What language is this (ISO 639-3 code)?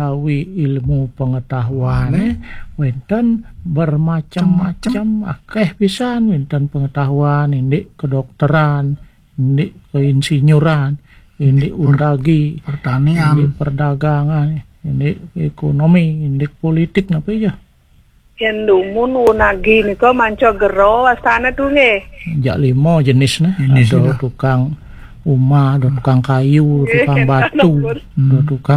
ban